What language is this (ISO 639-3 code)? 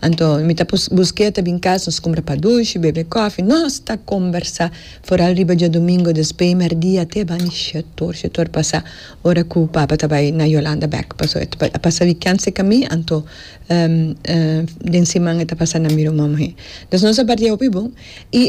pap